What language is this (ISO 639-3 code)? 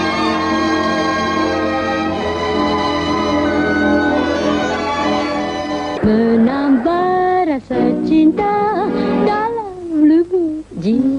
msa